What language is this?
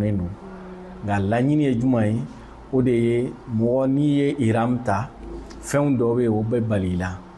Bambara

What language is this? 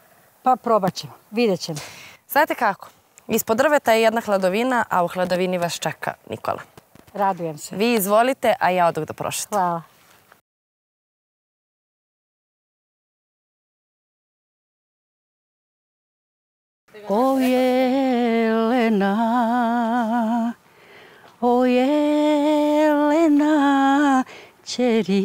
Serbian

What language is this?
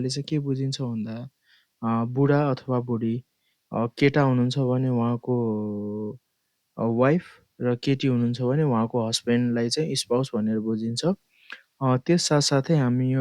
Nepali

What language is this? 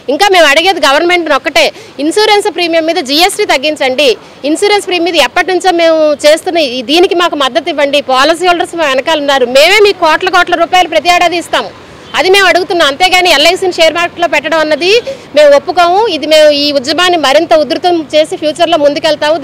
Telugu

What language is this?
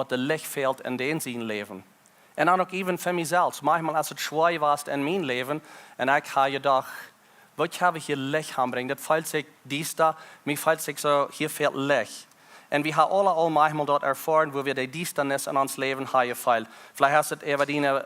Plautdietsch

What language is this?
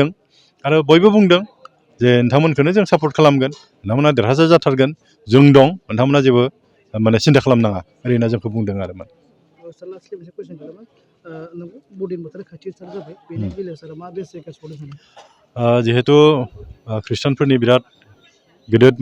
Bodo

